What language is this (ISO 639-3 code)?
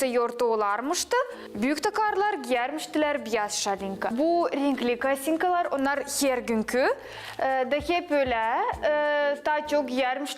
gag